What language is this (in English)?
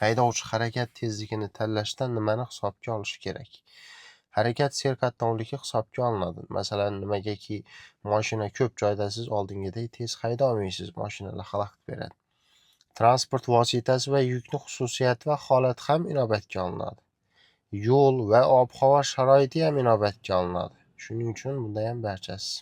Uzbek